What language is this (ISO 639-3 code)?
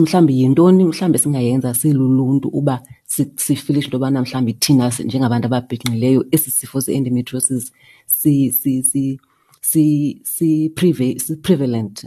xho